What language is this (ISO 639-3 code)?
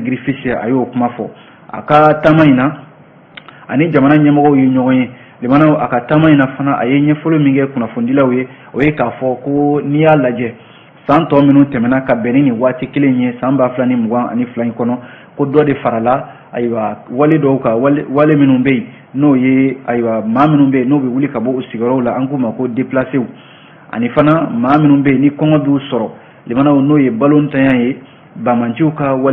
bam